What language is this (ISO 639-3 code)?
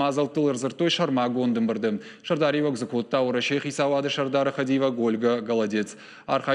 oss